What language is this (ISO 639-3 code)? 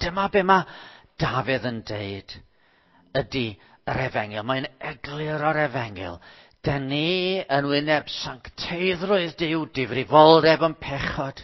cym